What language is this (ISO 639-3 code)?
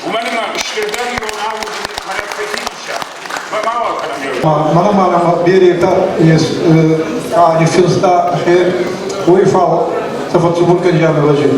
oss